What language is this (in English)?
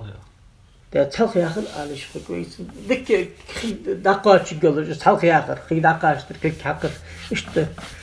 Ingush